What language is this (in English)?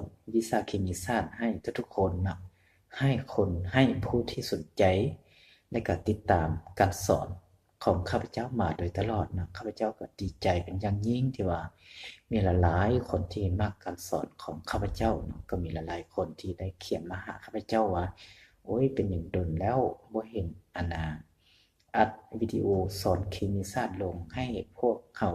Lao